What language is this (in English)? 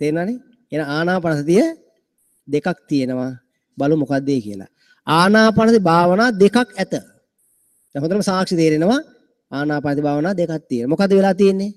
Sinhala